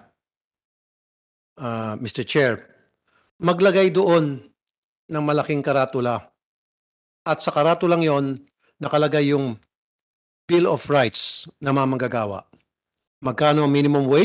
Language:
Filipino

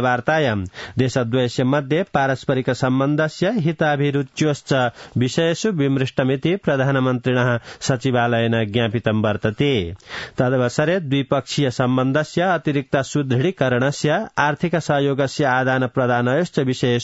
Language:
Sanskrit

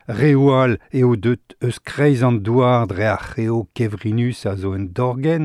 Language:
Breton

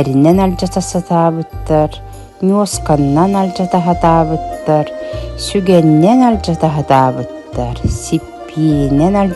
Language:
Yakut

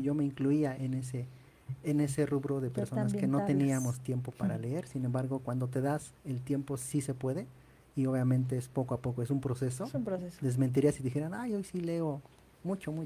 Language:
Spanish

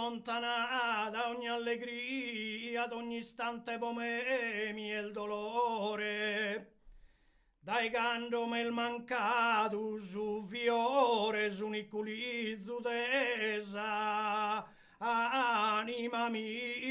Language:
Sardinian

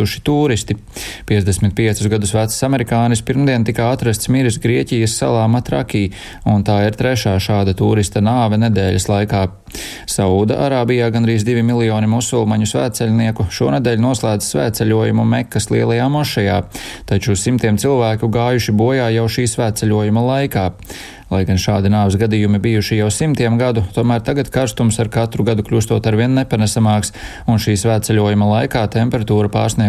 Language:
Latvian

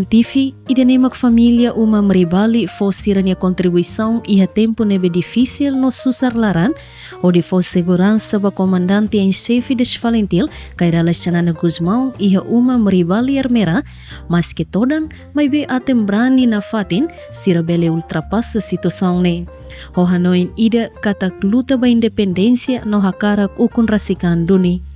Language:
Tetum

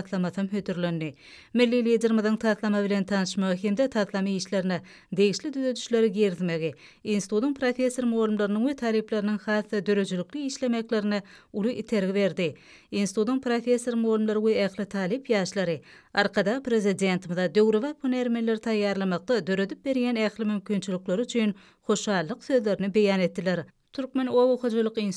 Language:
Turkmen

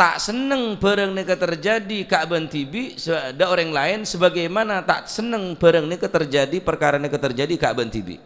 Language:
Madurese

